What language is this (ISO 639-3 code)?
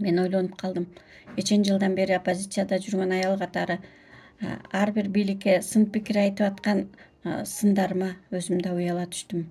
kir